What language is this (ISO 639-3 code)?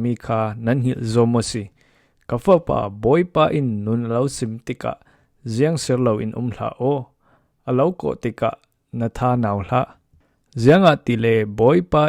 cfm